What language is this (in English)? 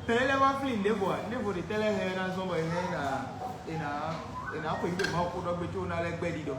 Fon